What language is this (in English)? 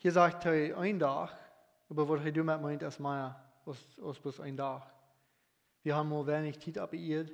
Plautdietsch